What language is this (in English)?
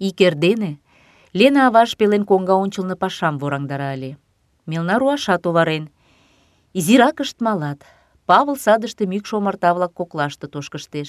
Mari